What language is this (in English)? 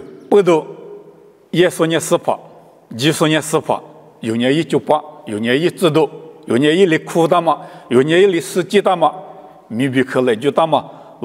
Lisu